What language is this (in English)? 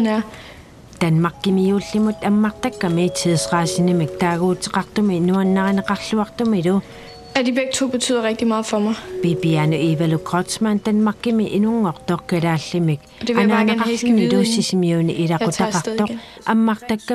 Kalaallisut